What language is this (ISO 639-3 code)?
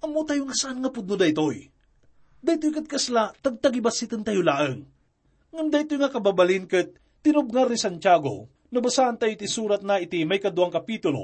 ilo